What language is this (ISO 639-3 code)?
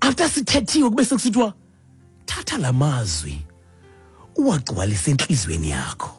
xho